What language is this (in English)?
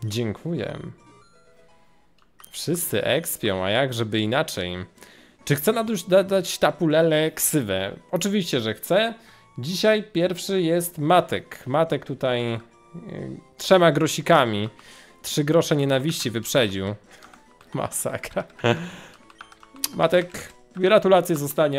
Polish